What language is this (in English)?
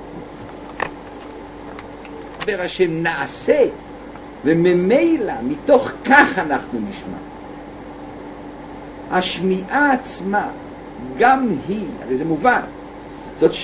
Hebrew